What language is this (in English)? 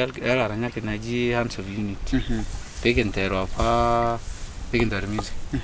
Masai